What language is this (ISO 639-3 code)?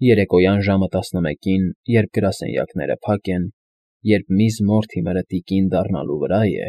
hye